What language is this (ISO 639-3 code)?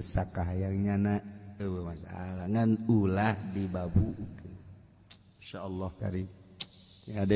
sun